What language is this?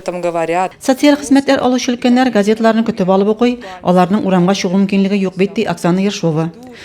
Tatar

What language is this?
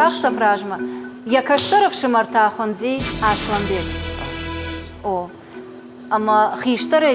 Ossetic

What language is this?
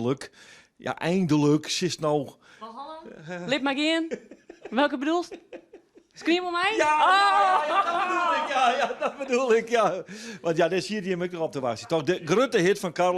Western Frisian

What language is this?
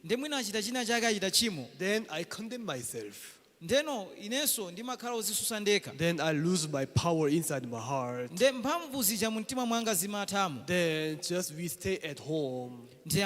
Nyanja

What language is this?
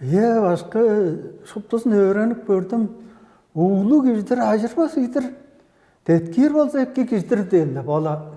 Tuvinian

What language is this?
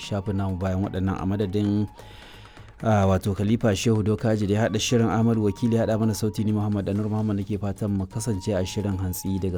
Hausa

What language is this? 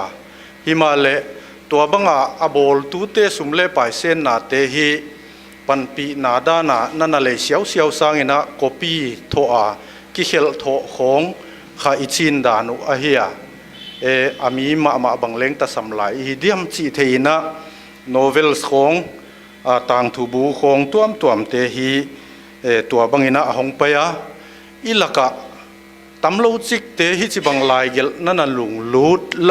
Paite Chin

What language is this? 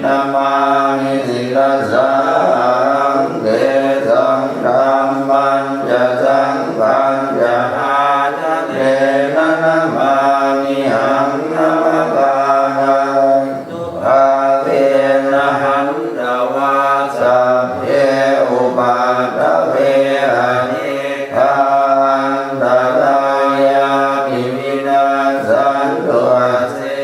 Pali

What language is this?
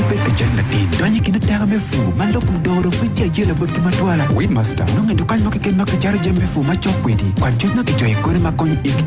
Acoli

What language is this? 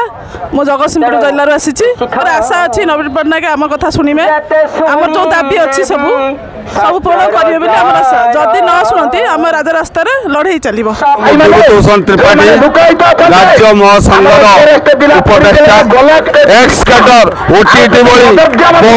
Odia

